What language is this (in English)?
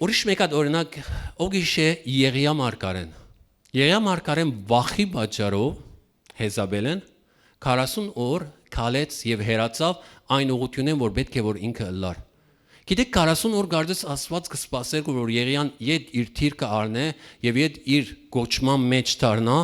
Western Armenian